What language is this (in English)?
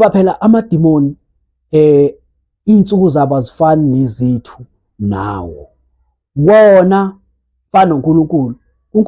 Zulu